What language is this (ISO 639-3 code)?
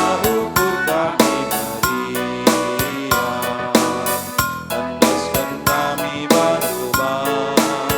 btx